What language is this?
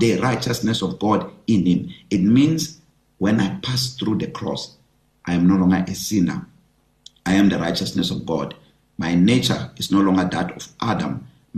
English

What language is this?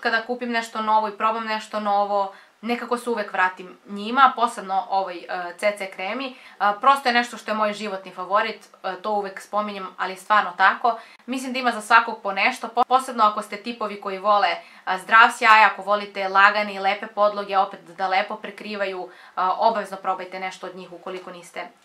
Serbian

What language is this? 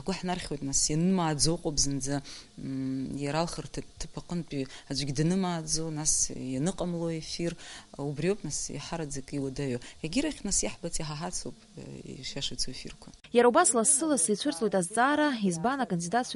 Abkhazian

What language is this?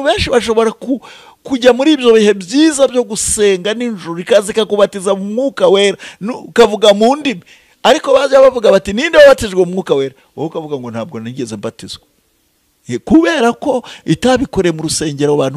Kinyarwanda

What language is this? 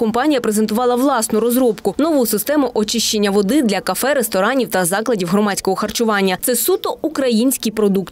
Ukrainian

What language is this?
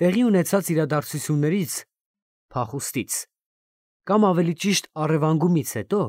Armenian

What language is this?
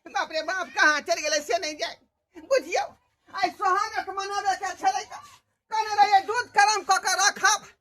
Maithili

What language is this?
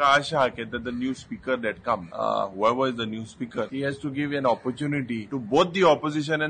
Konkani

